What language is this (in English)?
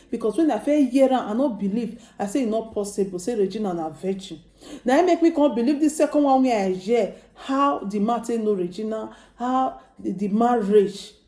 Nigerian Pidgin